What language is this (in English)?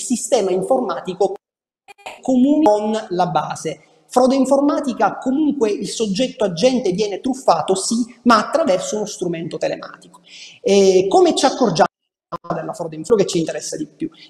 Italian